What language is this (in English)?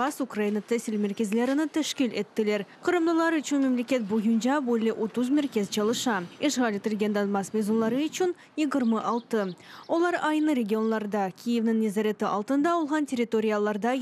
Crimean Tatar